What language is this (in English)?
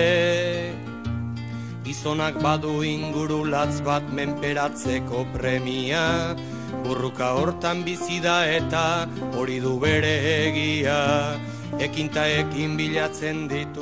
Basque